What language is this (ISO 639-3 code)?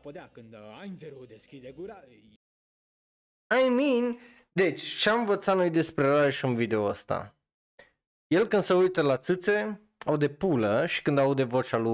ron